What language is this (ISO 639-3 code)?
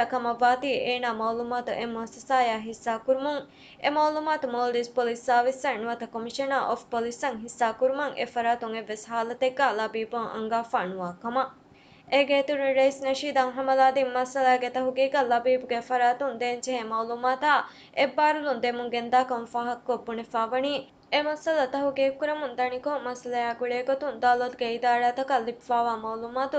div